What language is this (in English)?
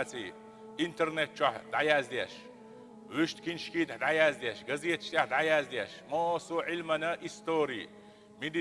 Chechen